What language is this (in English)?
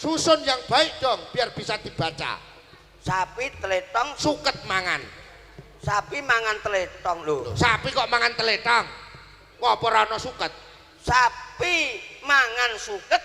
Javanese